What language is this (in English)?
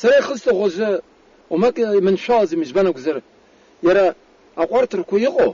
Abkhazian